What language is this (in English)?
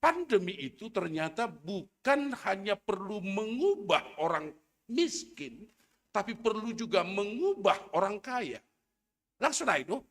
Batak Simalungun